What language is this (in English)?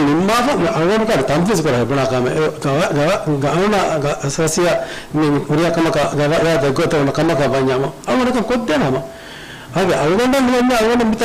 Divehi